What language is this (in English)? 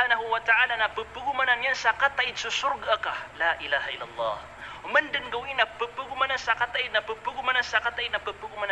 Maranao